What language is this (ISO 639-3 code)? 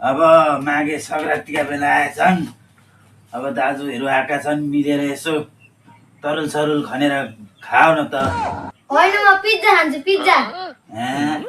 nep